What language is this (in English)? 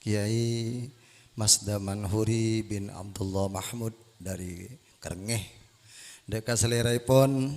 Madurese